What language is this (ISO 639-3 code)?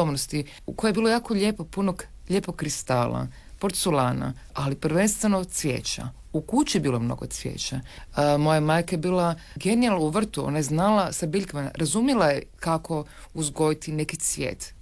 hrv